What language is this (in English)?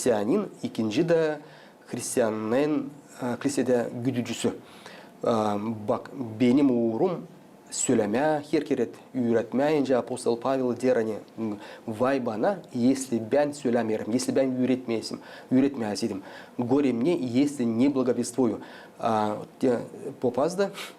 Gagauz